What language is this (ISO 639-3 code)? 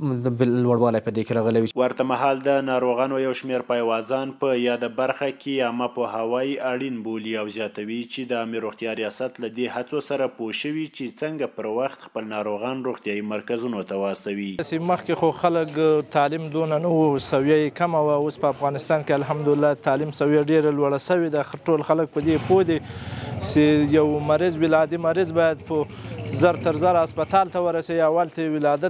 pus